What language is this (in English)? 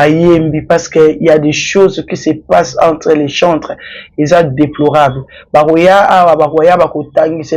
Lingala